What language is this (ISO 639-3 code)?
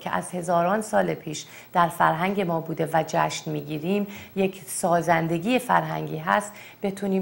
fas